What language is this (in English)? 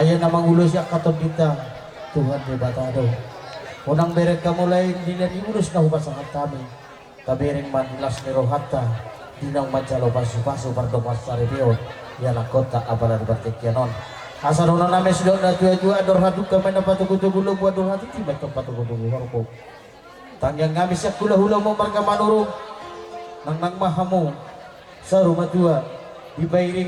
Batak Toba